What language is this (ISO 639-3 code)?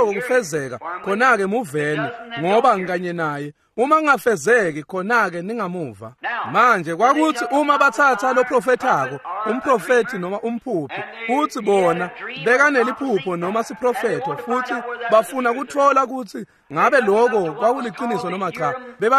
ssw